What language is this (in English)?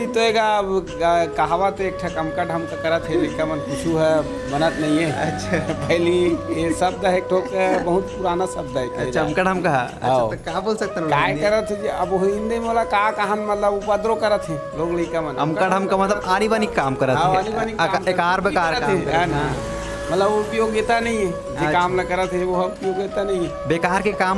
Chhattisgarhi